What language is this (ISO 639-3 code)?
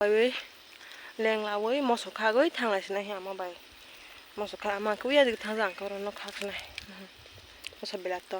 trp